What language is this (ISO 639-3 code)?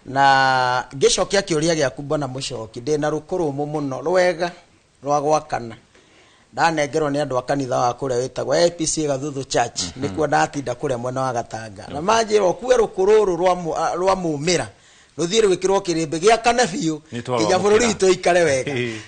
kik